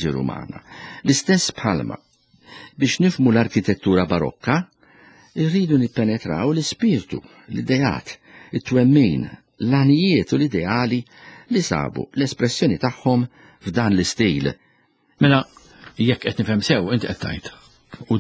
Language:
Maltese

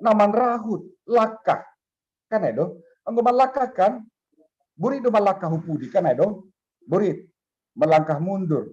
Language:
Batak Simalungun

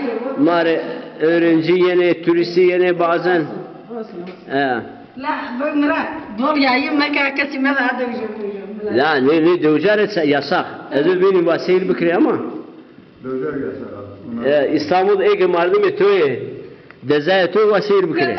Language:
Zaza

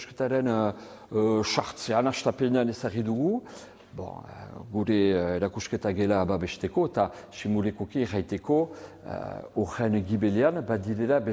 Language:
Basque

